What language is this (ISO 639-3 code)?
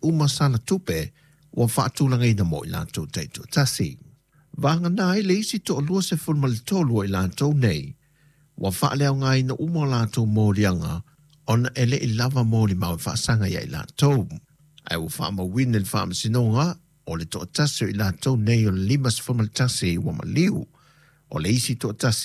smo